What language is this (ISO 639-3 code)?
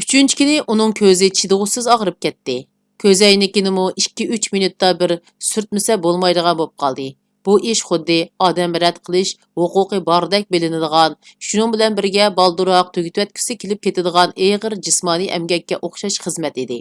uig